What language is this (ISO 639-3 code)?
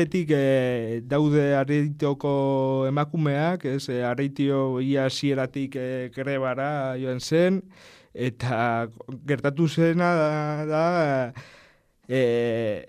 eus